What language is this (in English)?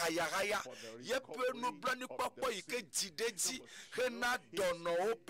Ewe